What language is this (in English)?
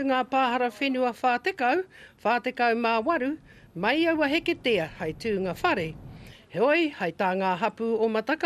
Māori